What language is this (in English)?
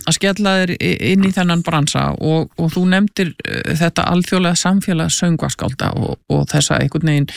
Icelandic